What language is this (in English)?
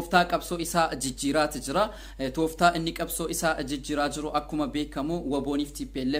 Oromo